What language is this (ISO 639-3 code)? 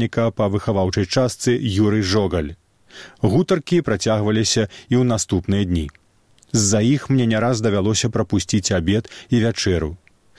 bel